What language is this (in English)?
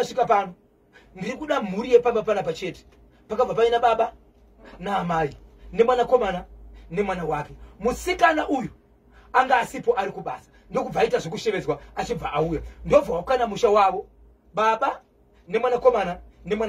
Shona